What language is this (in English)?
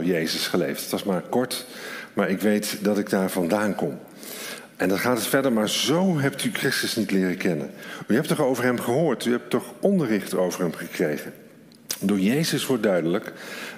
Dutch